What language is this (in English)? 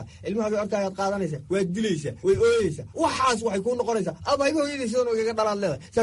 Somali